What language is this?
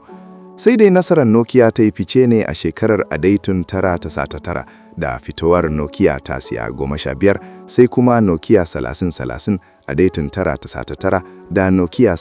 Hausa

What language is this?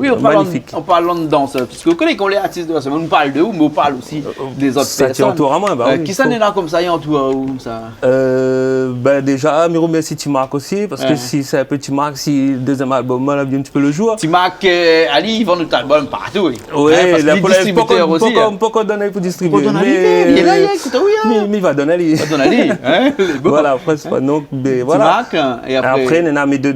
Réunion Creole French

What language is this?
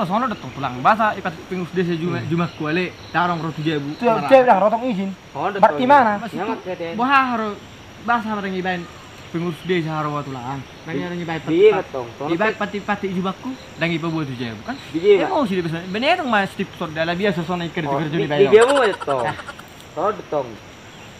Batak Toba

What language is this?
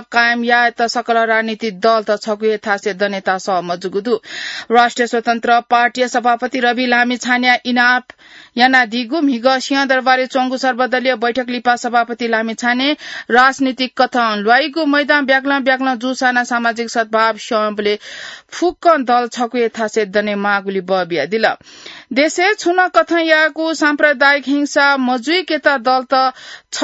Newari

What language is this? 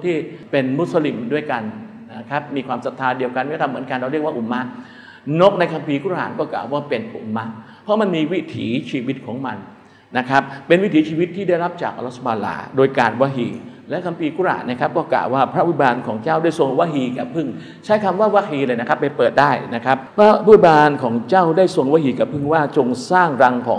Thai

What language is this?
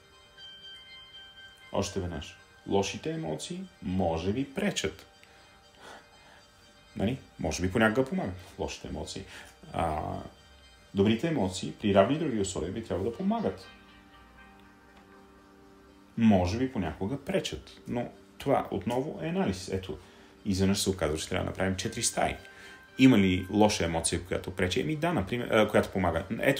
Bulgarian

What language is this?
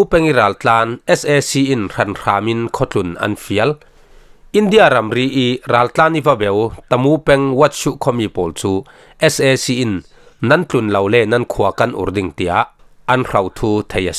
Falam Chin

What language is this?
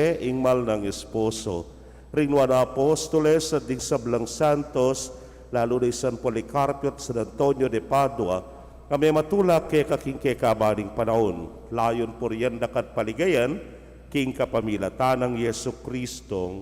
Pampanga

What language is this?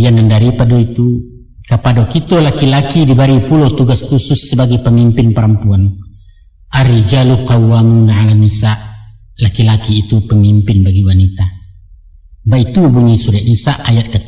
Minangkabau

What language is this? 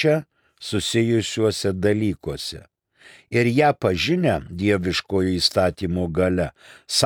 Lithuanian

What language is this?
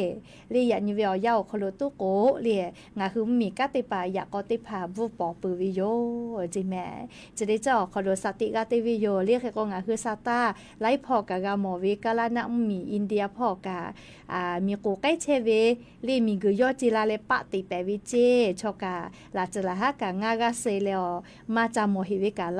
Lahu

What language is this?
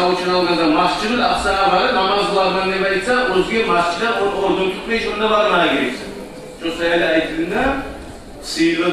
Kumyk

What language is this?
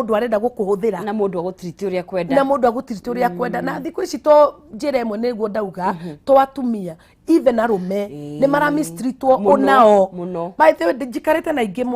Kikuyu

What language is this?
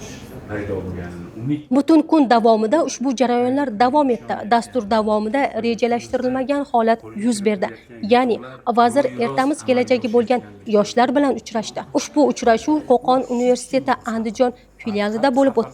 Uzbek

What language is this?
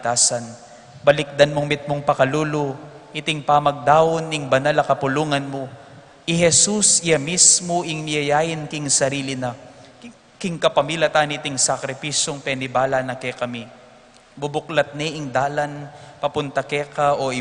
Pampanga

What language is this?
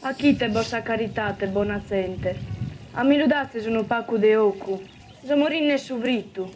Sardinian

